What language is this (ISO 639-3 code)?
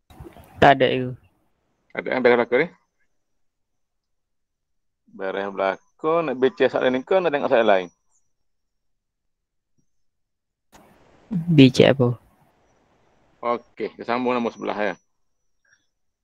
msa